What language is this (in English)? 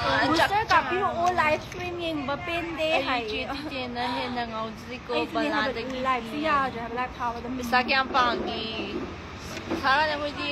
Manipuri